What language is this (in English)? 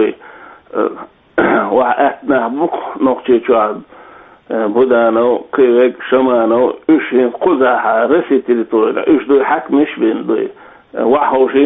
Chechen